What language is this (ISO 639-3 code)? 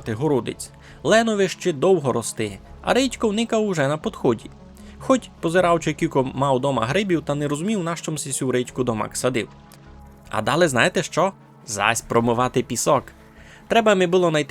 rue